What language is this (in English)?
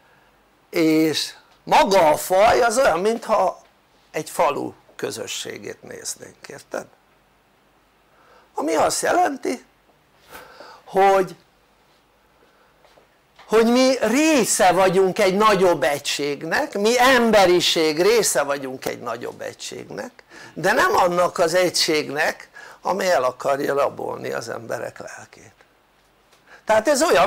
Hungarian